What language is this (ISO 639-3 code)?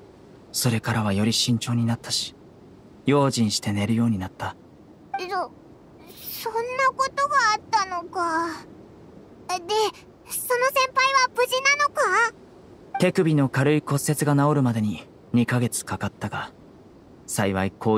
jpn